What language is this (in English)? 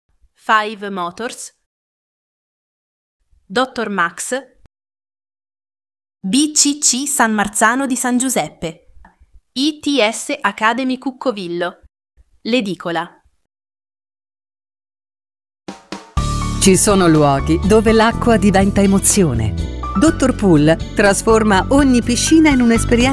Italian